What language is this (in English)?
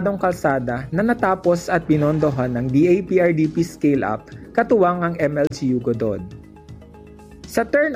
Filipino